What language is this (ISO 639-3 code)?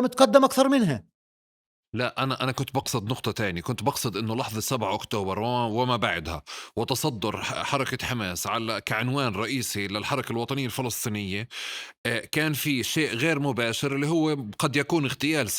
apc